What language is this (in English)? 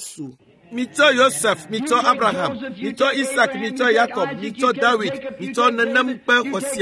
Ewe